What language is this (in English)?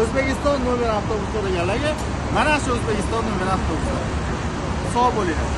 Uzbek